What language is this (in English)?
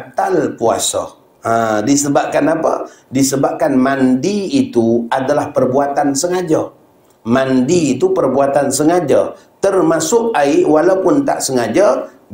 Malay